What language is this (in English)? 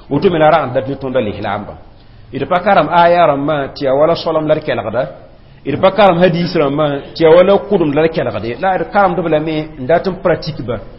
Mossi